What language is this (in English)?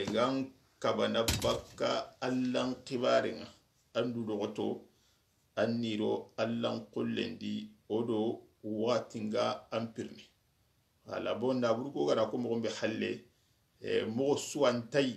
Soninke